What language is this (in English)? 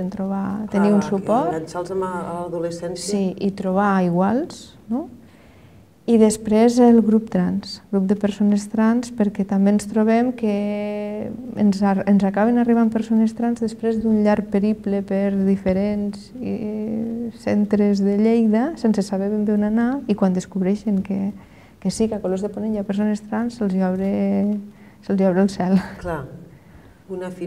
Catalan